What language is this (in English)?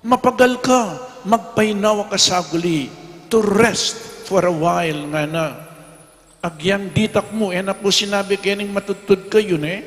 Pampanga